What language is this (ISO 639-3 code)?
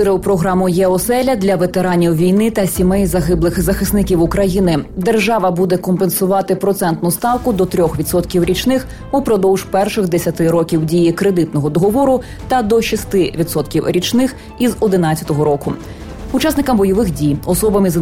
ukr